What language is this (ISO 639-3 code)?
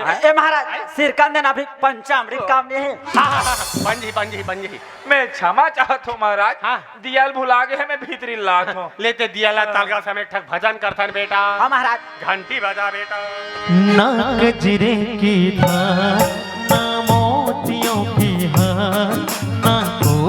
hne